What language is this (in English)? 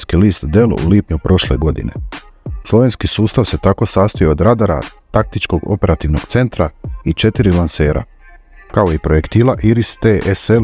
Croatian